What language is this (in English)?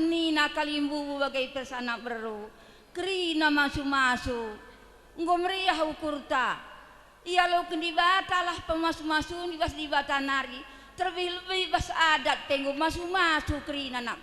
Batak Karo